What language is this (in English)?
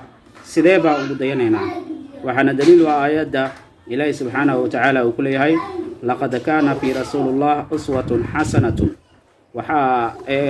Somali